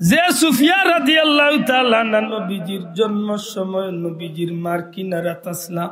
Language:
Sylheti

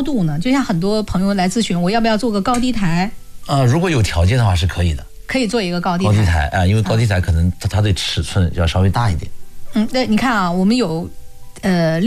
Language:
Chinese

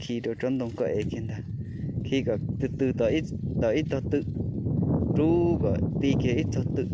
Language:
Hmong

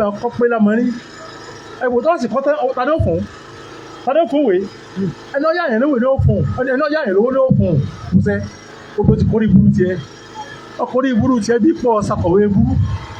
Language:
Yoruba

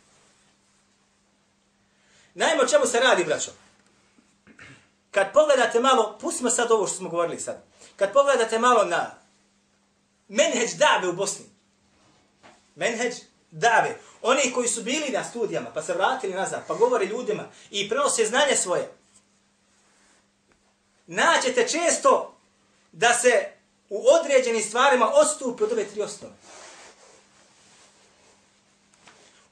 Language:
Bosnian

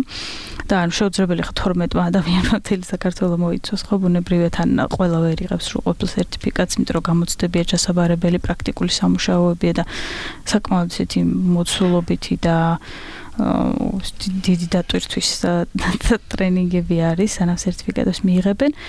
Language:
Georgian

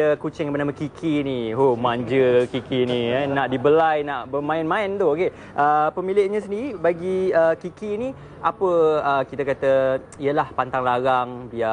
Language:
Malay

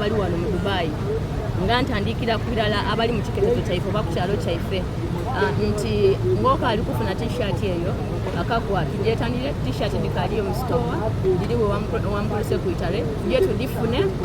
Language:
Soga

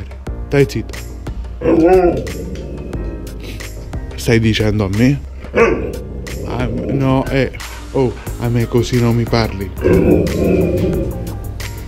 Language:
Italian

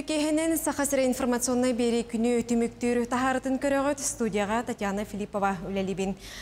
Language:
Yakut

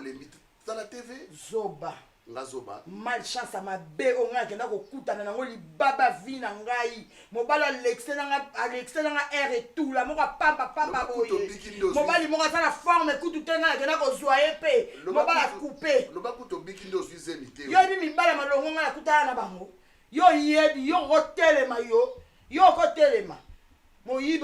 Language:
Lingala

